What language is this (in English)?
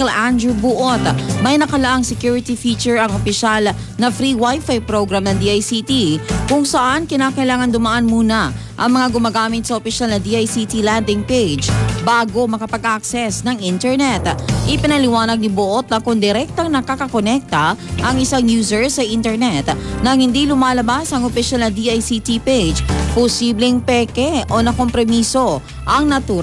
Filipino